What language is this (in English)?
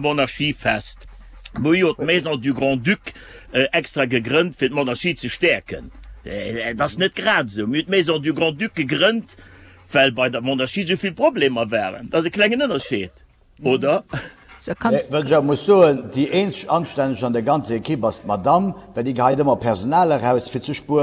Luxembourgish